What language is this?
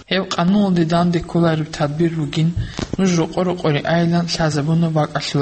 Avaric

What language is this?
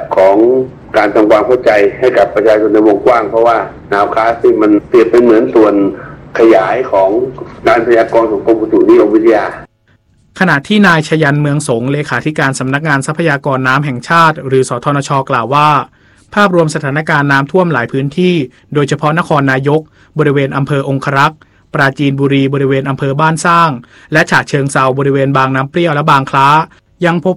Thai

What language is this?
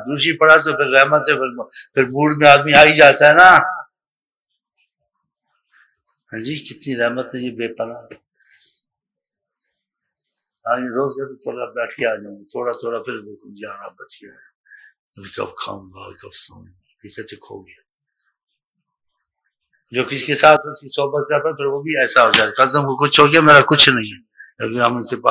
Urdu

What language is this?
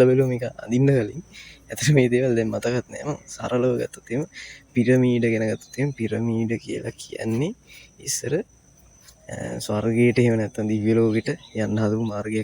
Sinhala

